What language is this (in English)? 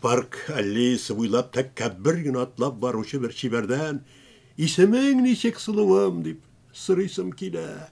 Tatar